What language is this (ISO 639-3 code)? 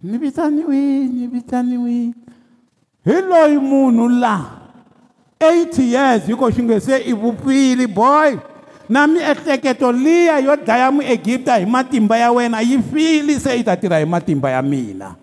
tso